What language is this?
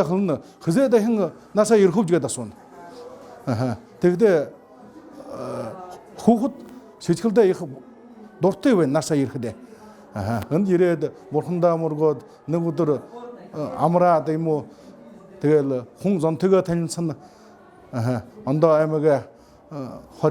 Buriat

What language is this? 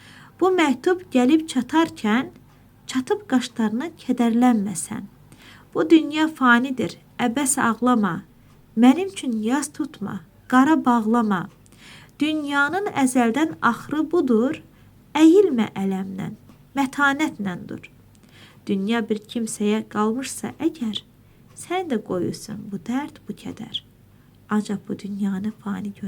Azerbaijani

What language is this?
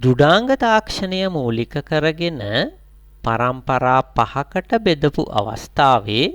Sinhala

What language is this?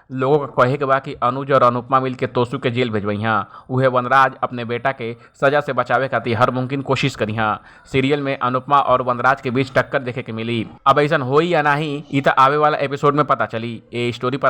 Bhojpuri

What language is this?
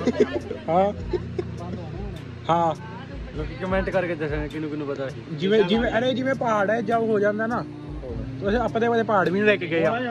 Punjabi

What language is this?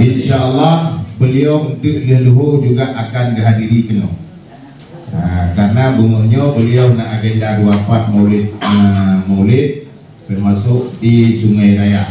Achinese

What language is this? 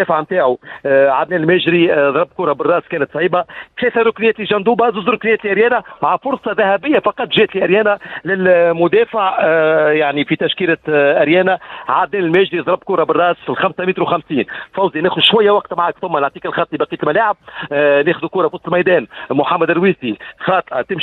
Tunisian Arabic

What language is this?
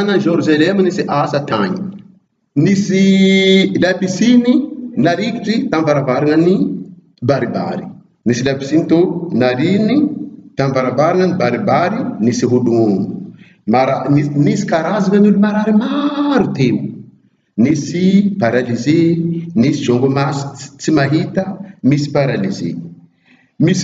Bushi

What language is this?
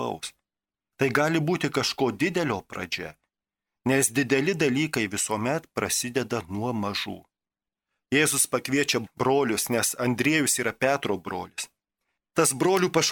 Lithuanian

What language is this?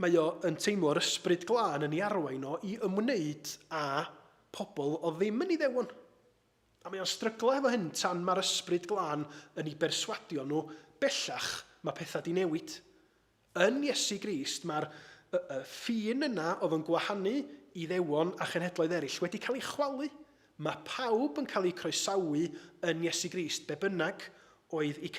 Welsh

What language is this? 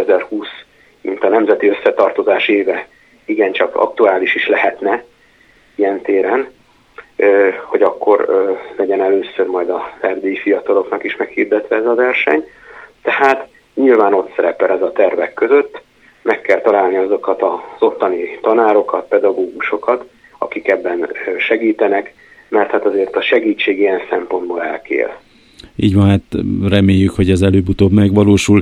Hungarian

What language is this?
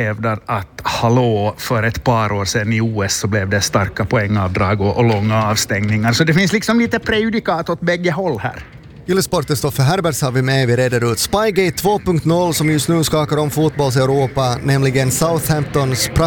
Swedish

